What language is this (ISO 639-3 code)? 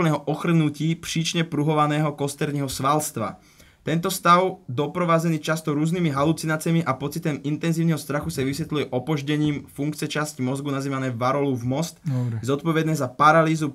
slk